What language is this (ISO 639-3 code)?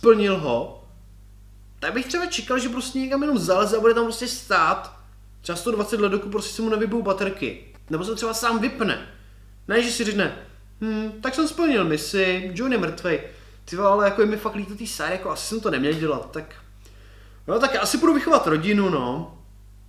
ces